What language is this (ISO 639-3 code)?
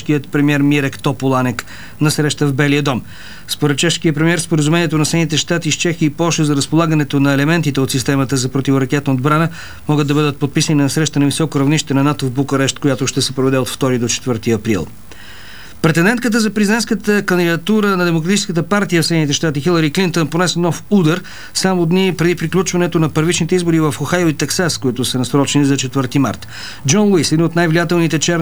bul